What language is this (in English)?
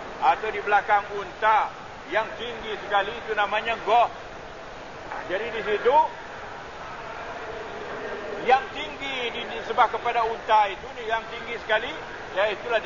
Malay